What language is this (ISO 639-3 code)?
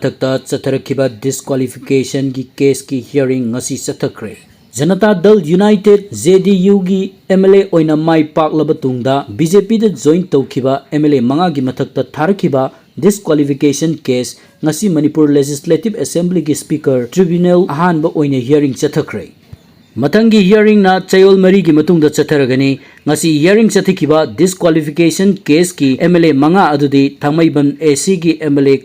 mni